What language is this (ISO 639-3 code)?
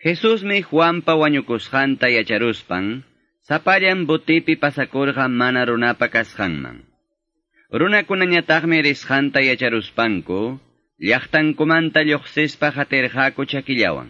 que